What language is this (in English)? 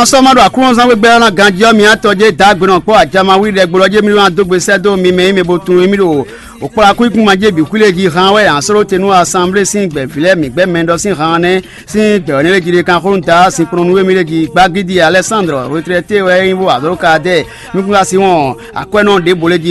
Fon